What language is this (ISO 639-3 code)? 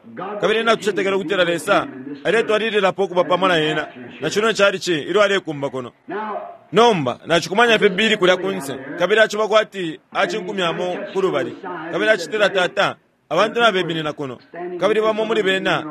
bem